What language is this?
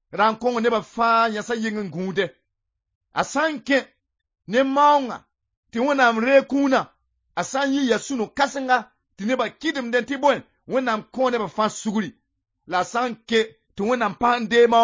Mossi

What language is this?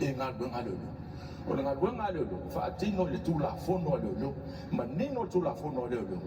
Samoan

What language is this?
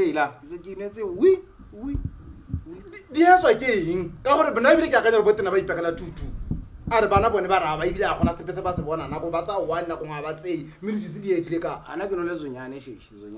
Tswana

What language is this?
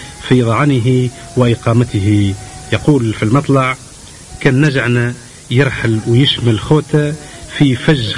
Tunisian Arabic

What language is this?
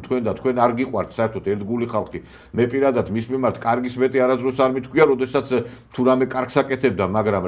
Georgian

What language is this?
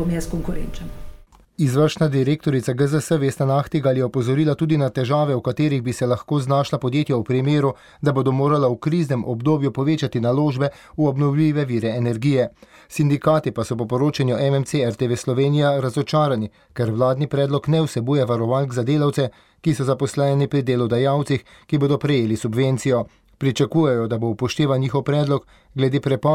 Slovenian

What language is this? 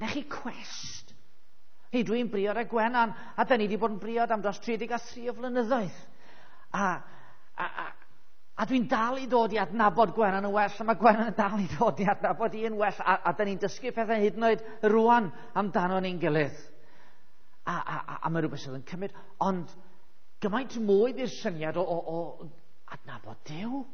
Welsh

